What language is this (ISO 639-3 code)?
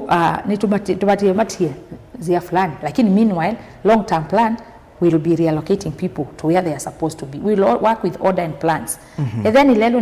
kam